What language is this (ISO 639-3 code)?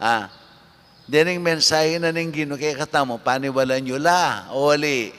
pam